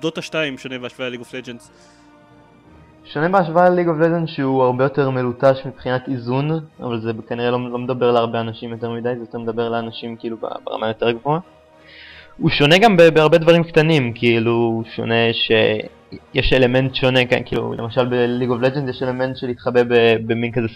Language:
Hebrew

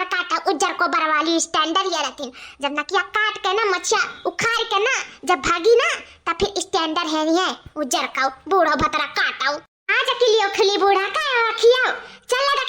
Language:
Awadhi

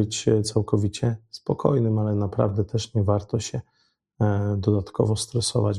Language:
Polish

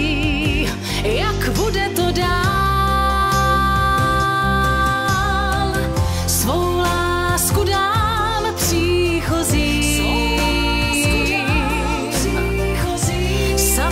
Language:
Czech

